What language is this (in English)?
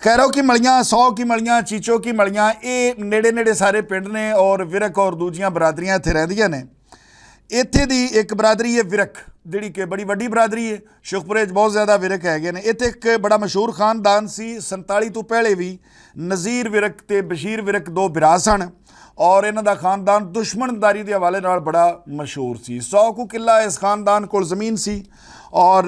Western Panjabi